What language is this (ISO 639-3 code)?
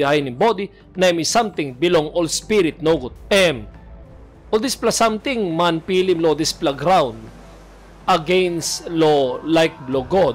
tpi